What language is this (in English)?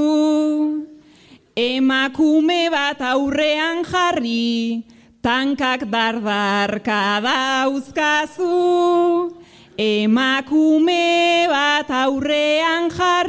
Basque